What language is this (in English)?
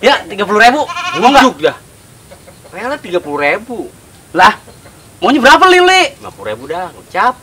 Betawi